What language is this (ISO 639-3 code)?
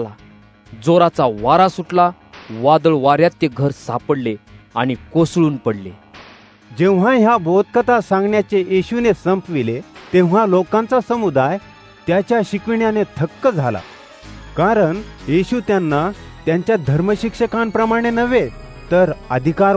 mar